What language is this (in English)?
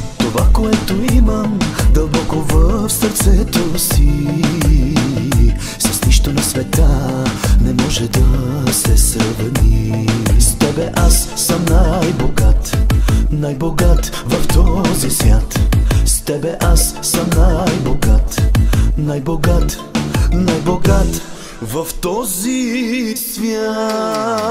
Bulgarian